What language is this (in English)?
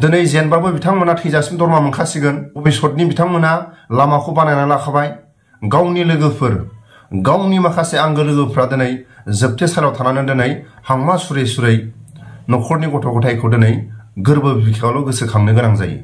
Bodo